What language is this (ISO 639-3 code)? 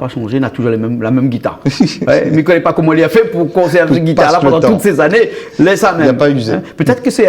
rcf